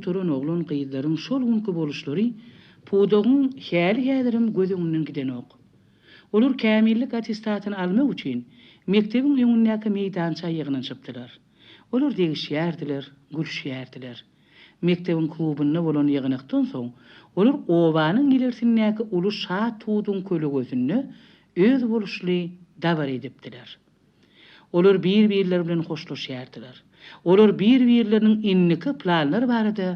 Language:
Turkmen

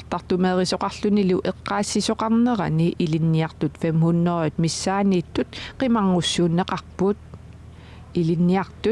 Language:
Kalaallisut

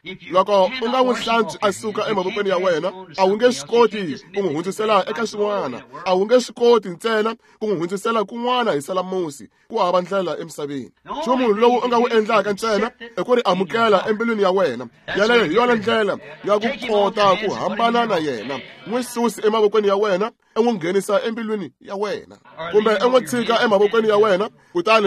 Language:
Tsonga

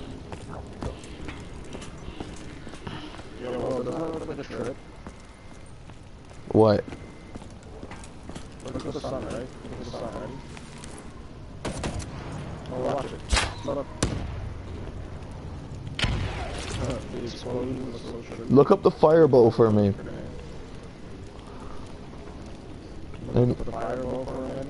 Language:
English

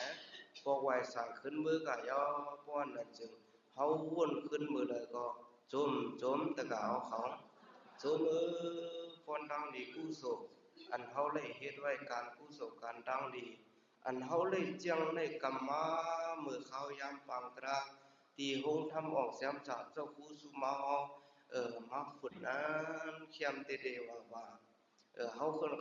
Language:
Shan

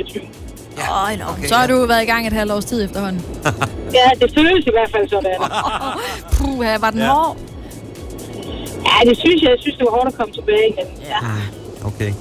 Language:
Danish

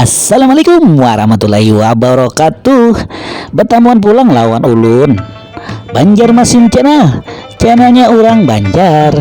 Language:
Banjar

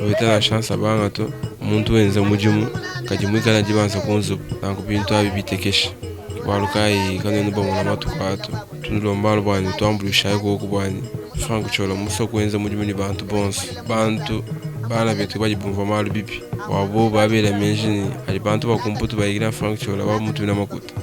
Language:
Luba-Lulua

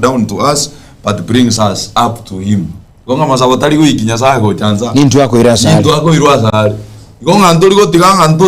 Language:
Gusii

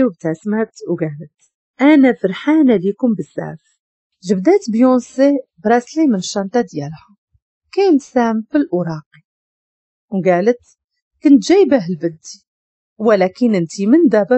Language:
Moroccan Arabic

